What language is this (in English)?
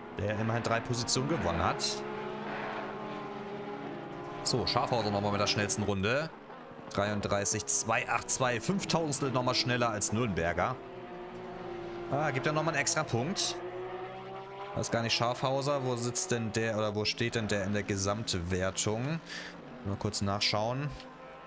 German